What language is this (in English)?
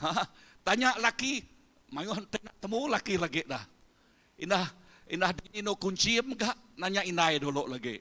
Iban